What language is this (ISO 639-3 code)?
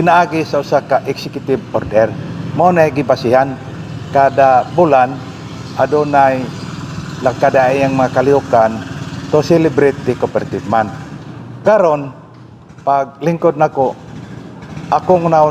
ceb